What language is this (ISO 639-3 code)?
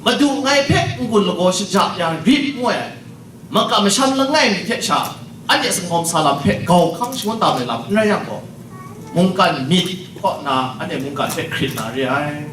kac